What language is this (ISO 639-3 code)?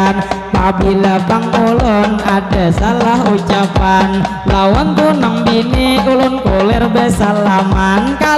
bjn